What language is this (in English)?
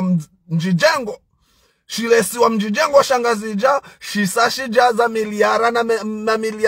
Ngazidja Comorian